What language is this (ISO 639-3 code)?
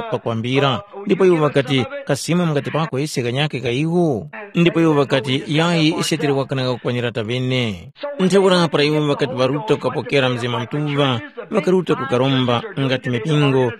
tum